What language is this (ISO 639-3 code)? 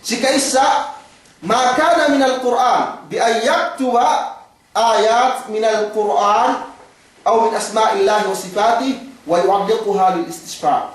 yka